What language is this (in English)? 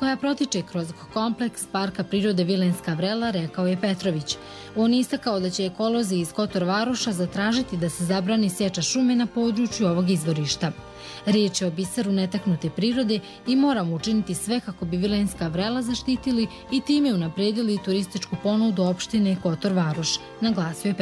Serbian